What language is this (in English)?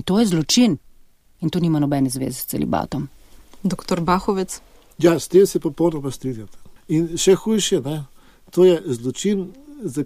Slovenian